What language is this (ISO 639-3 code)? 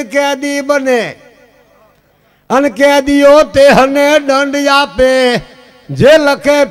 guj